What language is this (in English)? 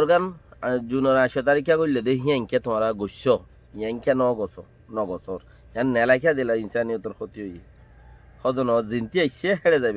Rohingya